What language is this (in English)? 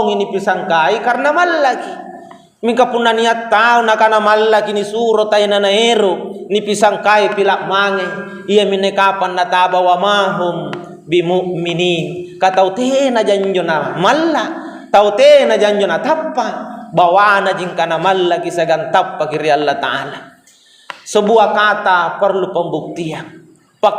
Makasar